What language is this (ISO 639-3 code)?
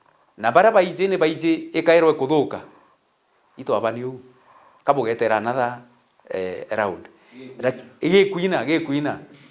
mer